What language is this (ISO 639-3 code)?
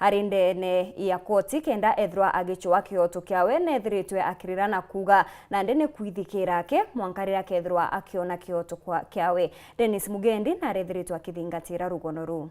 mer